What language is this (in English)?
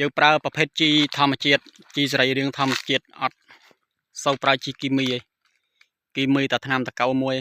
Khmer